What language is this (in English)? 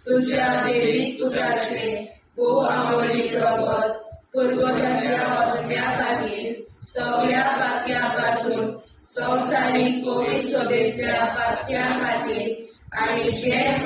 Konkani